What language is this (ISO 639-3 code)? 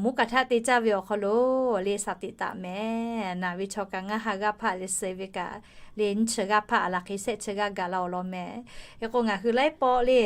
lhu